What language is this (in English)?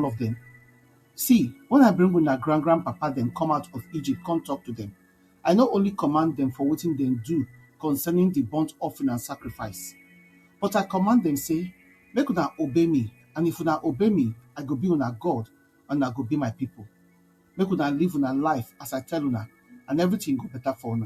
Nigerian Pidgin